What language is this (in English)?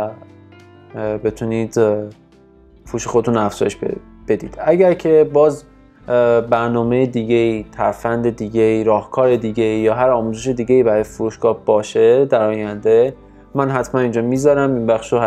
Persian